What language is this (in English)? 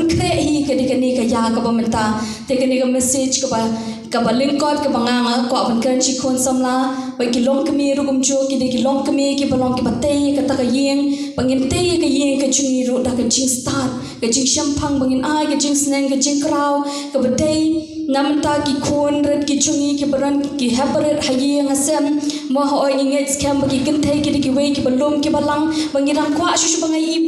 Khasi